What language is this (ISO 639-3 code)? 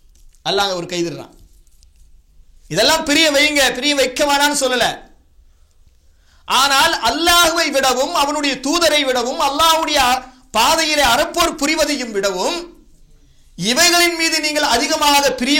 tam